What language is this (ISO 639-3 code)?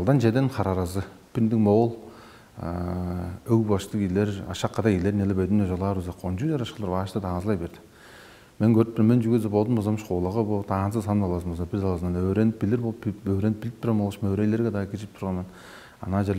tyv